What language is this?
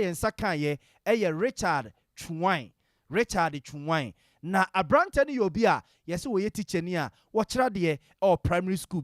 Akan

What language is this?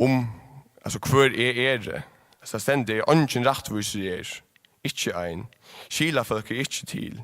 Faroese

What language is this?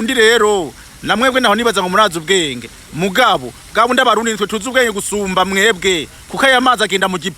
Rundi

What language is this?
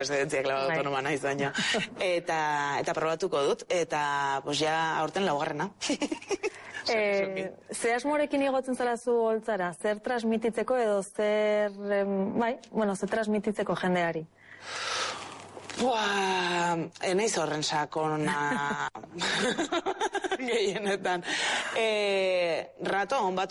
Basque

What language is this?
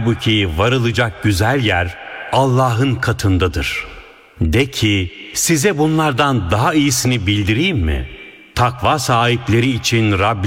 Turkish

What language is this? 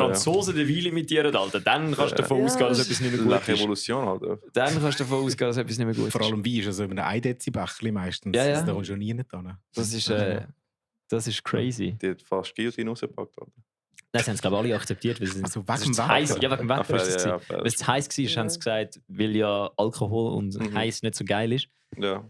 Swiss German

